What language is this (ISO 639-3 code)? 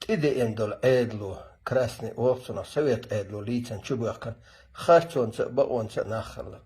che